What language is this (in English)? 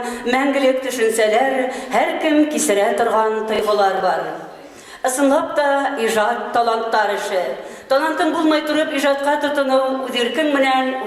Bashkir